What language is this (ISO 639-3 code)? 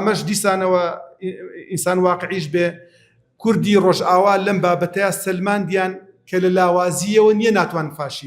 ckb